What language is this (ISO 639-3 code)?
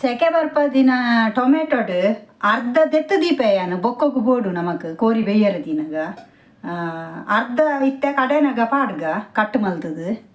tcy